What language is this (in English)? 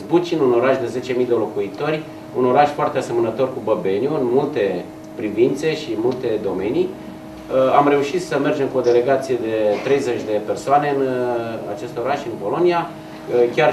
Romanian